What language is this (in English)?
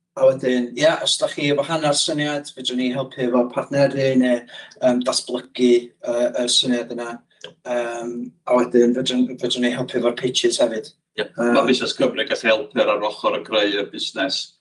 Welsh